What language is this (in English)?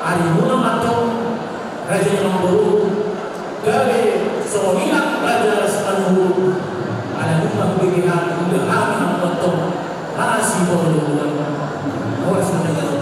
Batak Toba